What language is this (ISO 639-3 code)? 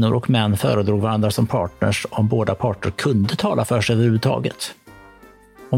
swe